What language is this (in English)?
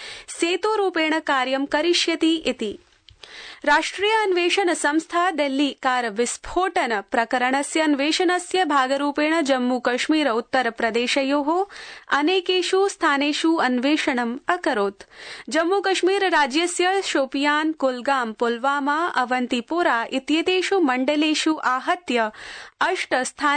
Sanskrit